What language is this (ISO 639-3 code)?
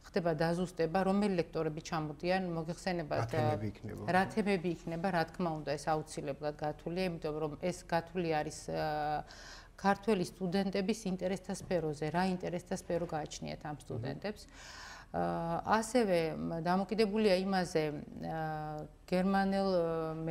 kat